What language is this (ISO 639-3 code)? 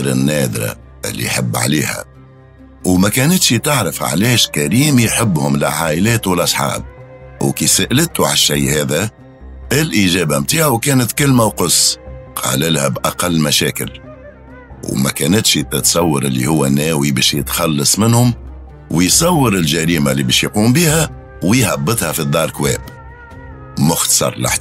aeb